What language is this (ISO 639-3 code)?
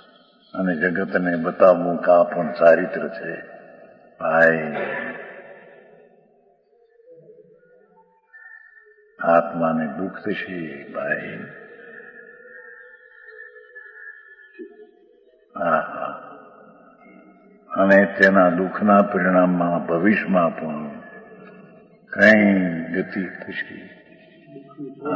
guj